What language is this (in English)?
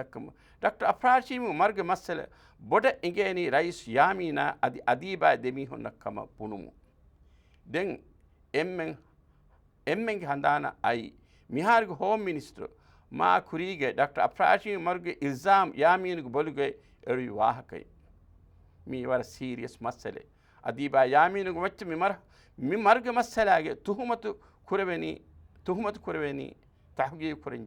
Divehi